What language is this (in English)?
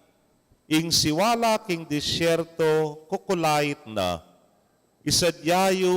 Pampanga